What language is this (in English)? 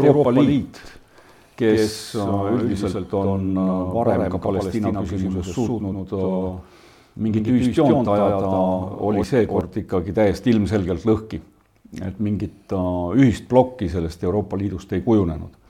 Estonian